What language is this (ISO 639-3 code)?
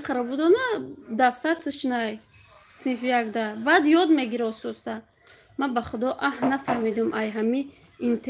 tgk